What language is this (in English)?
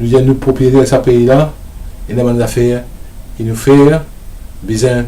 Morisyen